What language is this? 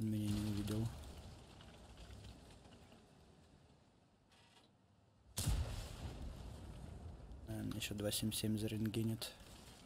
Russian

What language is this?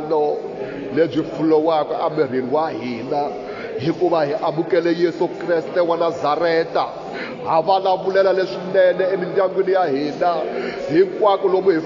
Tsonga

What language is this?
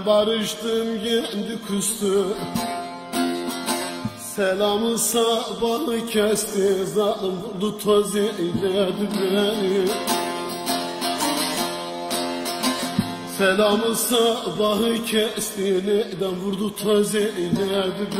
Turkish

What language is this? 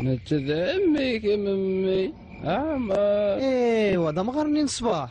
Kabyle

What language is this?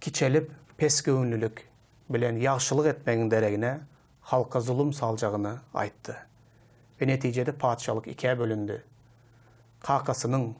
Turkmen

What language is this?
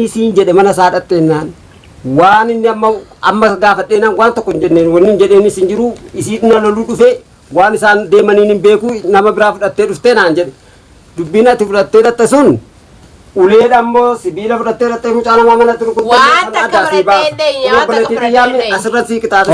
Oromo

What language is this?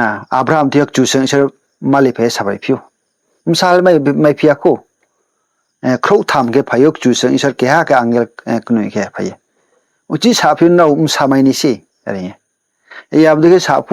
Riang (India)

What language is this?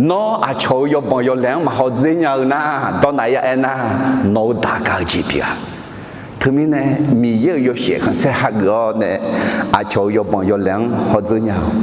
Akha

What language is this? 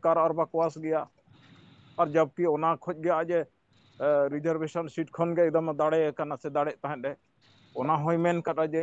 Santali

